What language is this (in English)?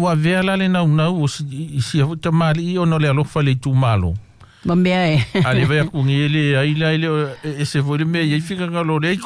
Samoan